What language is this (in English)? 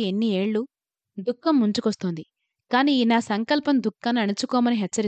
Telugu